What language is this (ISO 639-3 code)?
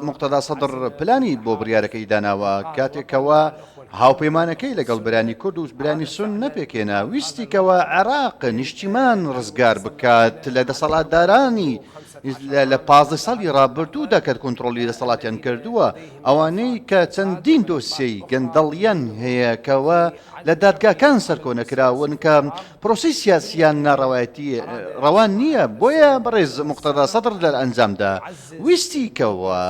ckb